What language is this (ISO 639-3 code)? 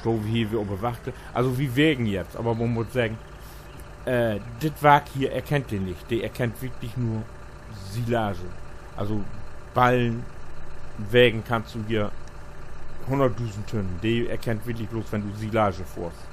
nds